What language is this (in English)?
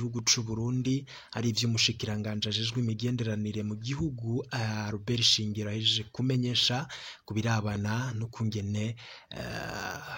Rundi